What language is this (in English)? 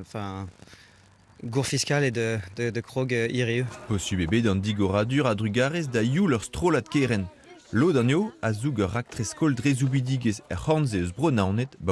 Breton